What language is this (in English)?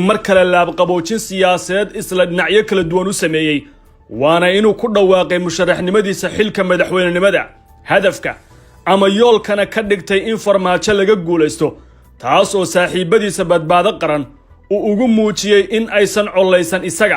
Somali